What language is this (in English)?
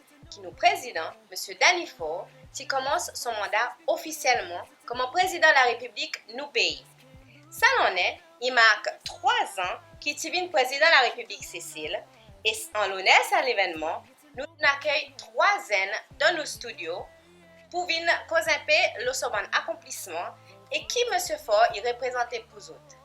Seselwa Creole French